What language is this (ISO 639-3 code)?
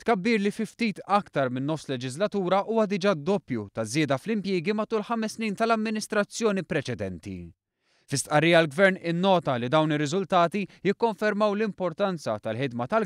mlt